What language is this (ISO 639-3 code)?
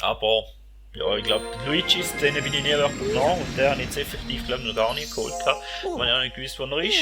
gsw